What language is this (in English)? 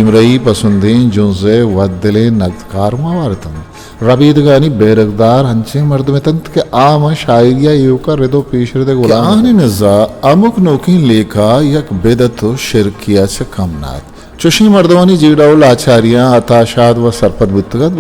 Eastern Balochi